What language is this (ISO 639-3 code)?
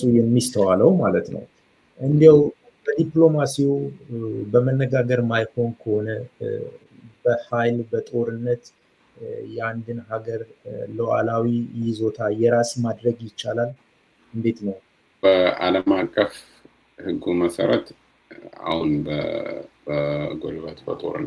amh